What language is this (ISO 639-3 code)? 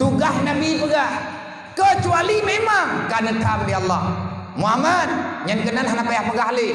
ace